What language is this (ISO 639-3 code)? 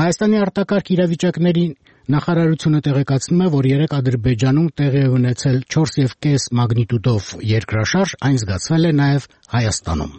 hye